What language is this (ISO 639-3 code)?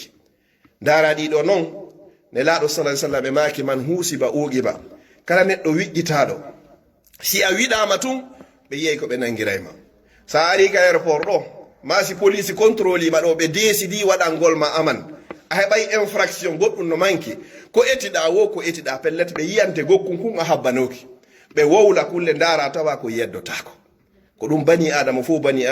fuf